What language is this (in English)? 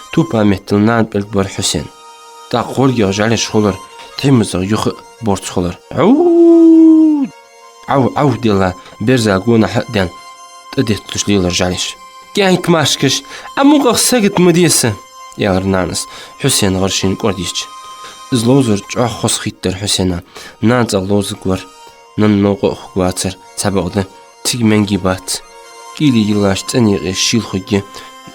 Ingush